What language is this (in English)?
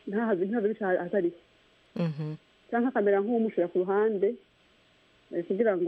Kinyarwanda